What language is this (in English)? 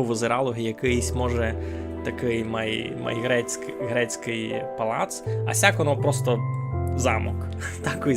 Rusyn